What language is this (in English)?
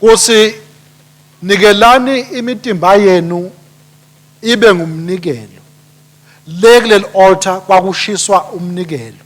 Swati